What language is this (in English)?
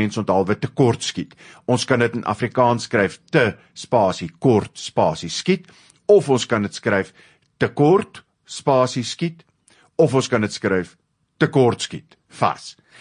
Afrikaans